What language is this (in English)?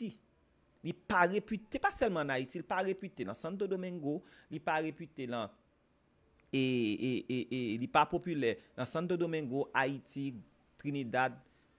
Haitian Creole